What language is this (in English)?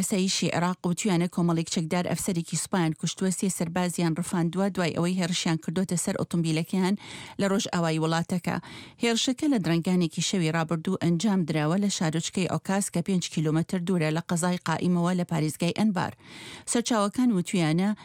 Central Kurdish